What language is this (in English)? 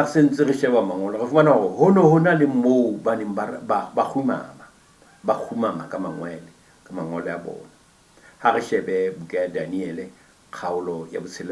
Southern Sotho